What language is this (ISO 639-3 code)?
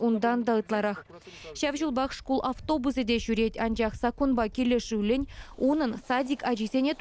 chv